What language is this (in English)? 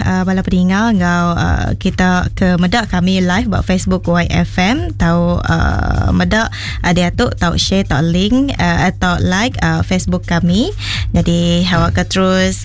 Iban